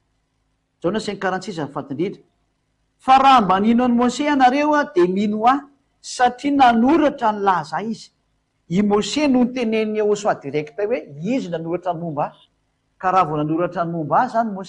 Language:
Malagasy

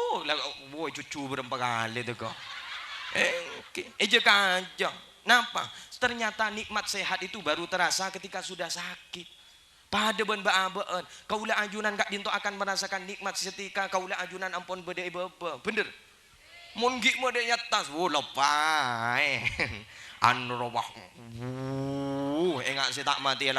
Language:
Madurese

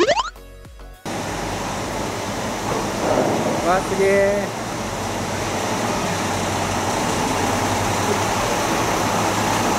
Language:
Japanese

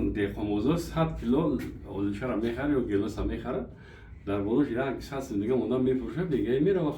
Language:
Tajik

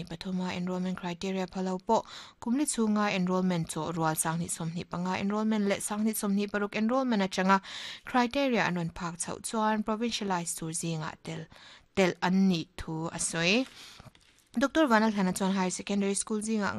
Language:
Mizo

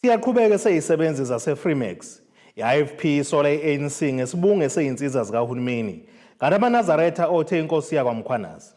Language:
Zulu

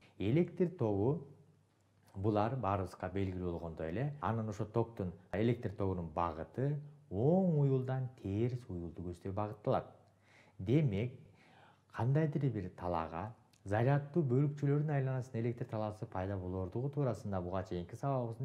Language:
Kyrgyz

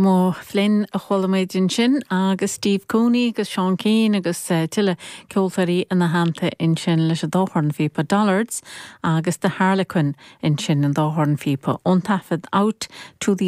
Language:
Irish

